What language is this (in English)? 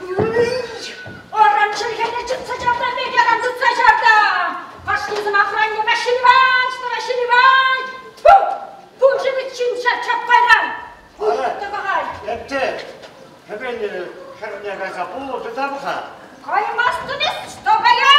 Chuvash